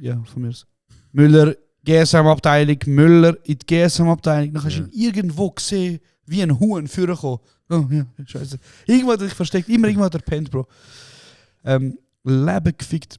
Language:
Swiss German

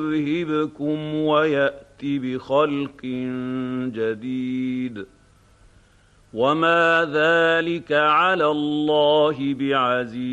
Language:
Arabic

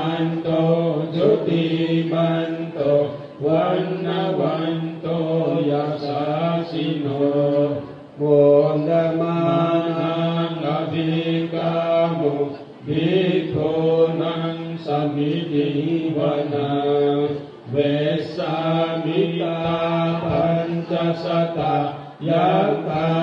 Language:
Pali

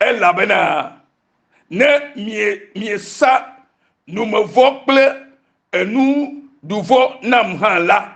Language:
Ewe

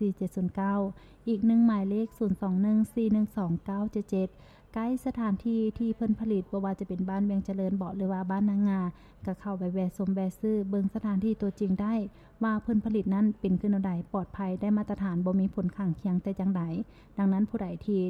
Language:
Lao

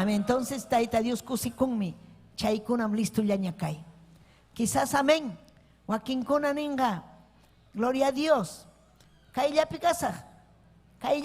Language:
Ayacucho Quechua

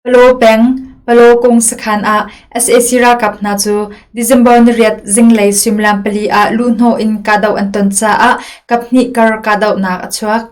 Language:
Hakha Chin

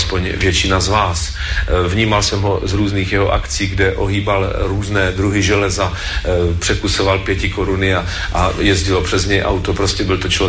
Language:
Czech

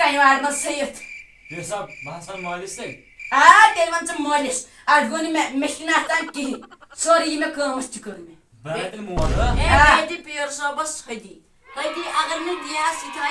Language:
Kashmiri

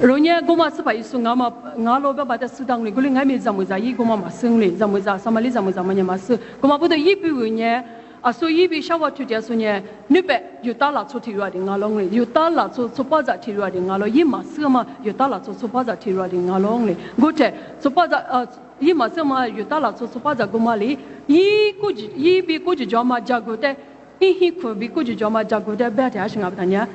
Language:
Lisu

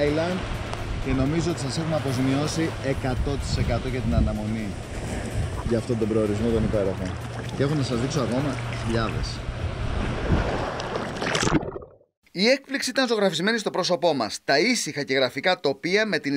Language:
Greek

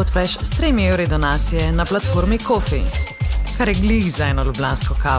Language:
Slovenian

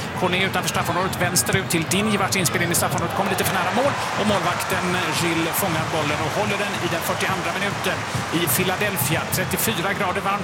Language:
Swedish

